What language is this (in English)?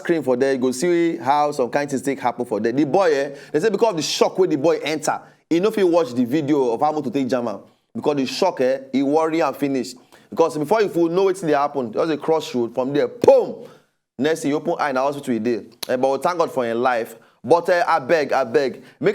Nigerian Pidgin